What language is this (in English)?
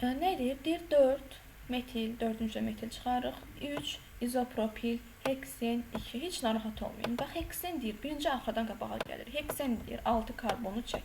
Azerbaijani